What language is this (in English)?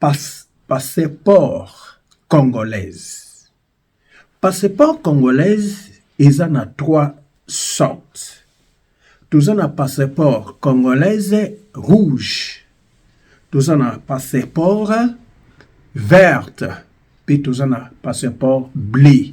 Lingala